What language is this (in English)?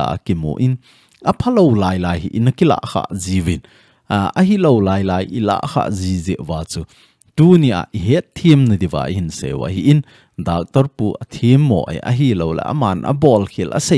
Thado Chin